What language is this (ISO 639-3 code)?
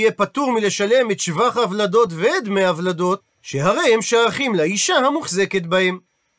heb